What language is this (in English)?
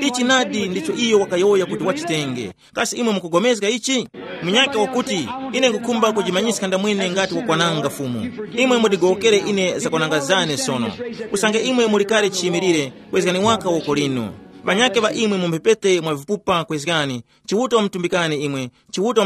Tumbuka